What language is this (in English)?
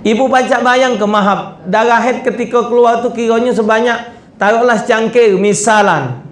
Musi